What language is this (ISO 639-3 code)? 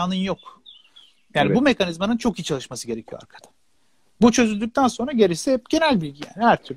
tur